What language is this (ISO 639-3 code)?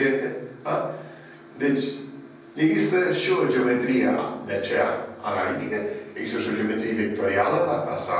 ron